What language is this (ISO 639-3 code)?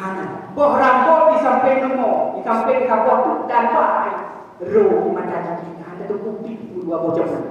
ace